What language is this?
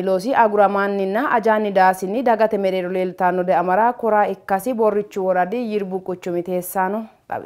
Sidamo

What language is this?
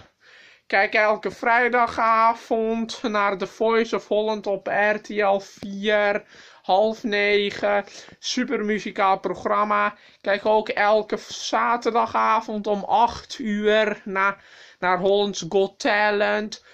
Dutch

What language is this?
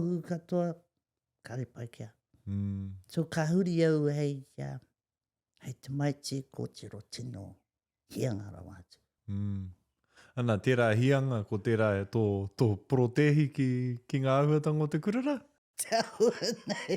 Māori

